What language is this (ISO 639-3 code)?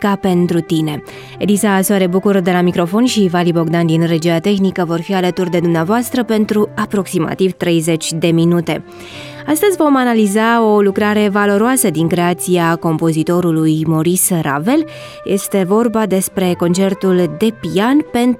ron